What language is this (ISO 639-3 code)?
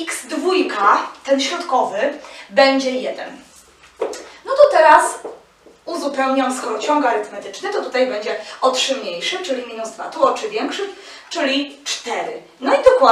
pol